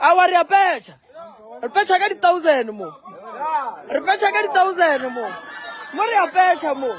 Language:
Northern Sotho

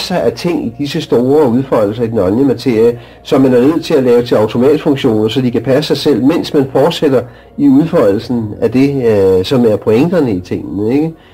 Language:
Danish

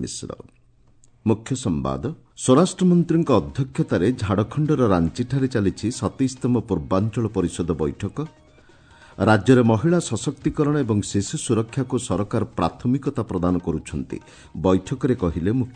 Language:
Odia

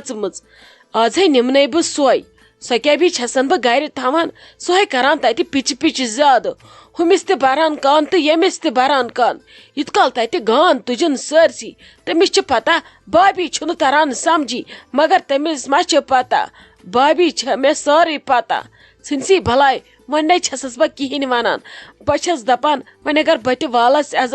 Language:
Kashmiri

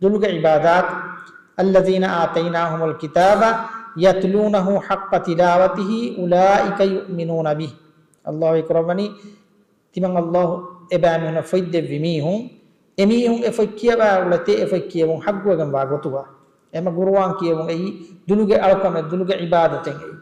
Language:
Divehi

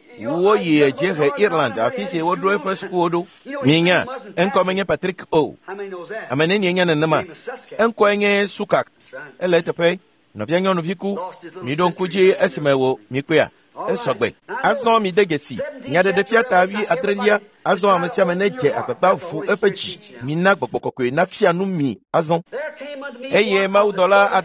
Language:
Ewe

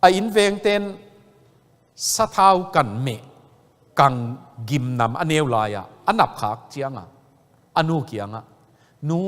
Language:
Tedim Chin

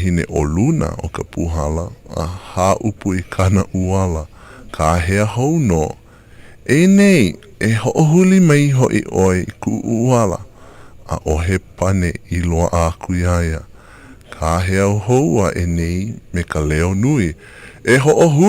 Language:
Hawaiian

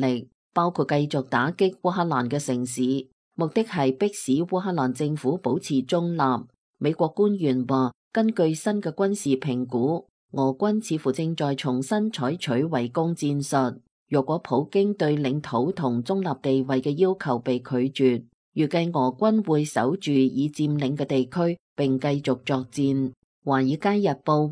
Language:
Cantonese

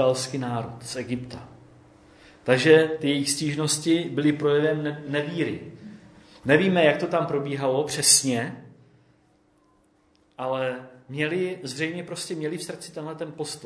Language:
Czech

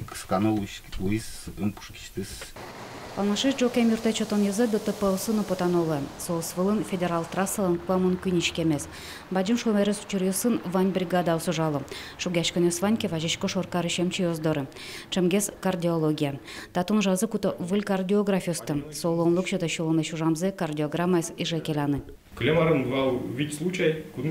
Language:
Udmurt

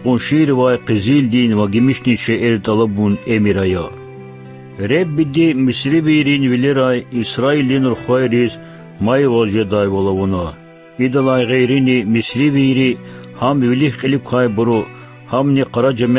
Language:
Lezghian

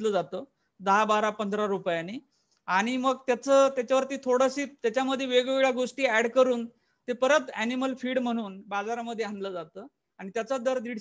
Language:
Marathi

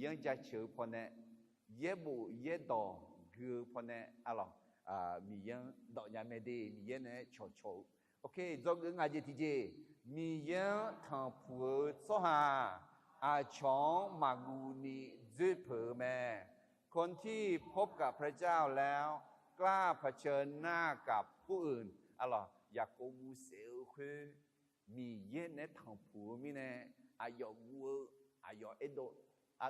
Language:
Akha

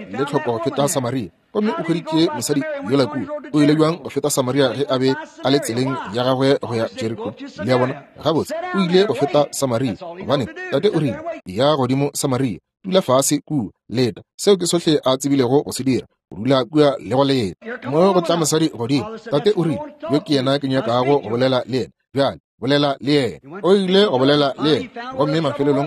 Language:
Northern Sotho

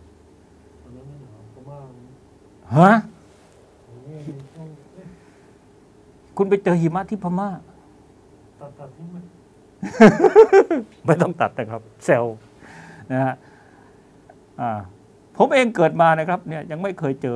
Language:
Thai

